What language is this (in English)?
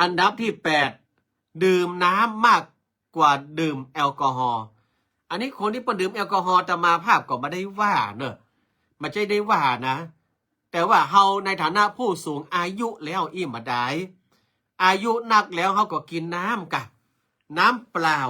Northern Thai